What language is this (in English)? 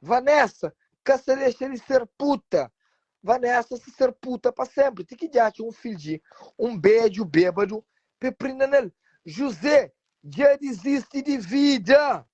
Kabuverdianu